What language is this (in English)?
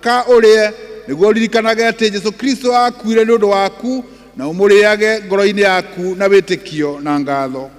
Kikuyu